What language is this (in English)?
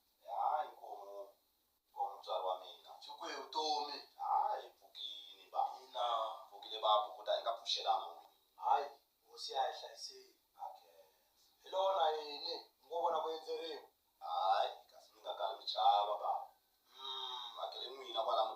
Tsonga